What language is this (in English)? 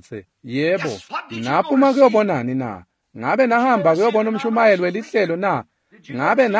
Swati